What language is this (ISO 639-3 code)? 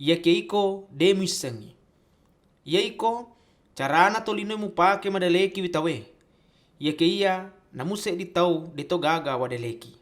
bug